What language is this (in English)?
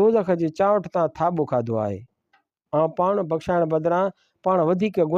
Sindhi